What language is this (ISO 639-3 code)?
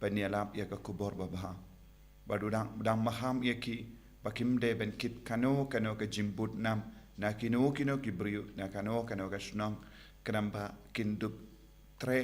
kha